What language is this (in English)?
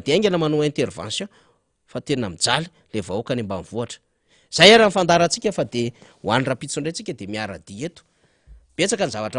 Malagasy